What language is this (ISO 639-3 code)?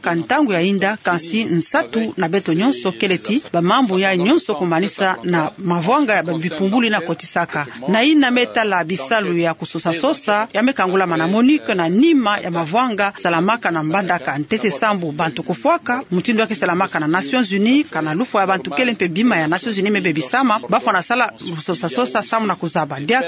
ktu